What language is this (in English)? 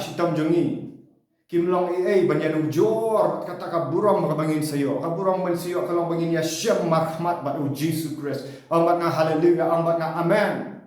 Khasi